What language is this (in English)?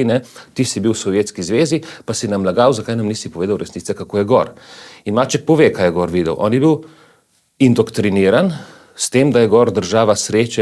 Slovenian